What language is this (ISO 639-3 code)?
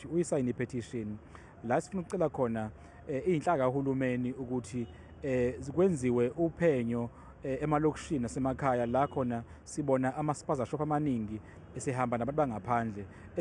zul